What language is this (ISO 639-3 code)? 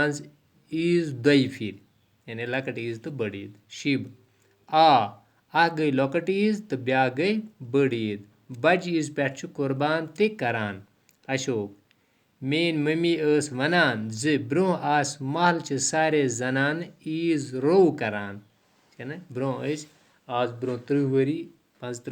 kas